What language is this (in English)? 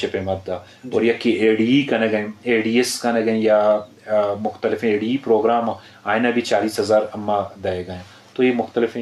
Eastern Balochi